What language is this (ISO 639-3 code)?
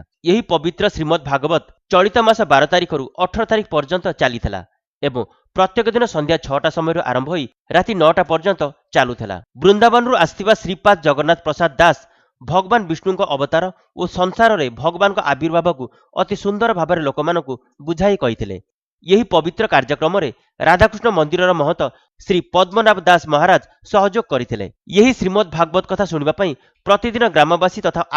ori